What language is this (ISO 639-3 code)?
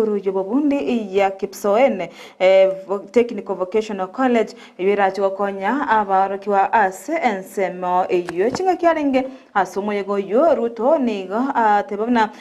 guz